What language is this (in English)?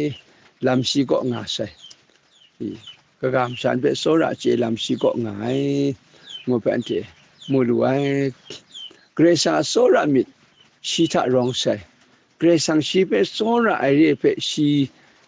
Kachin